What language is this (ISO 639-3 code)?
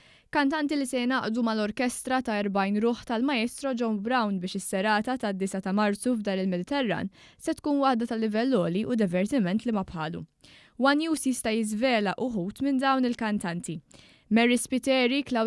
mlt